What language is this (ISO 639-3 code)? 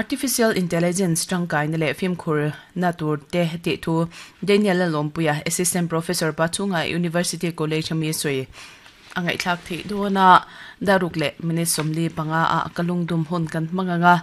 lus